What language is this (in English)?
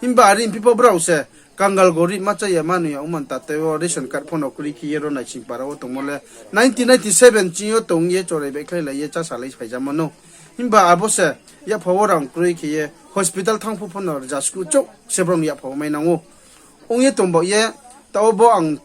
Riang (India)